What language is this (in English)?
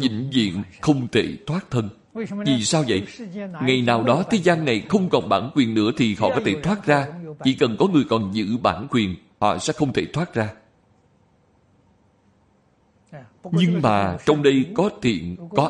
Vietnamese